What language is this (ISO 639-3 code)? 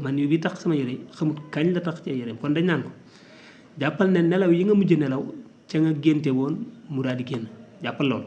wol